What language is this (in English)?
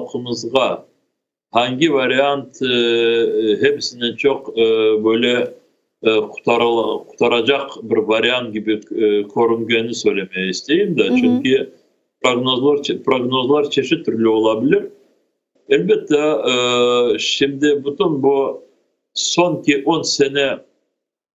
Crimean Tatar